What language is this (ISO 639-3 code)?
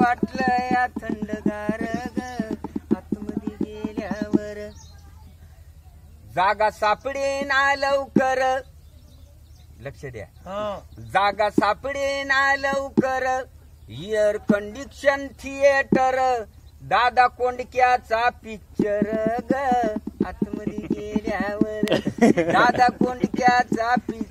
mar